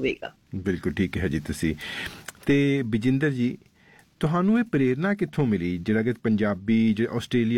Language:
Punjabi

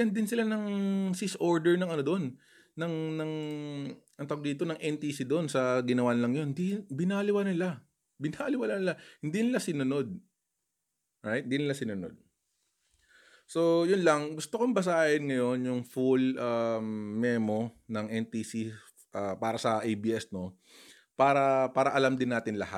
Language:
Filipino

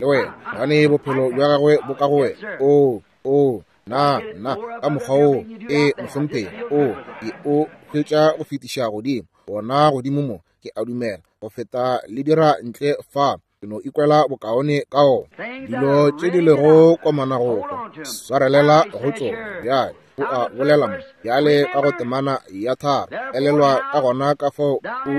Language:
Northern Sotho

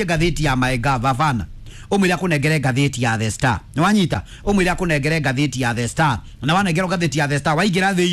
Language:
Kikuyu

